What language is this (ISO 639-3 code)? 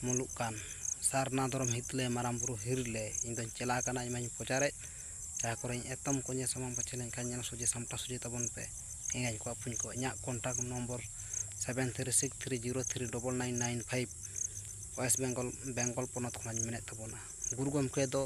sat